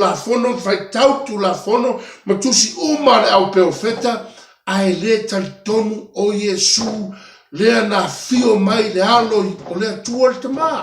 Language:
Samoan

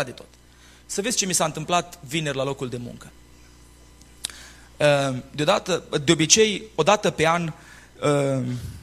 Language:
Romanian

